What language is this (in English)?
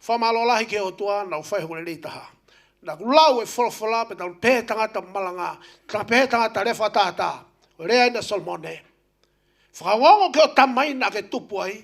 Tongan